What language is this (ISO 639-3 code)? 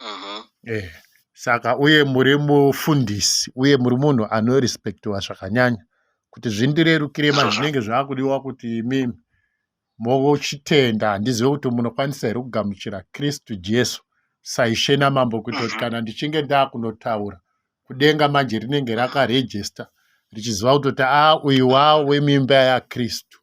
sna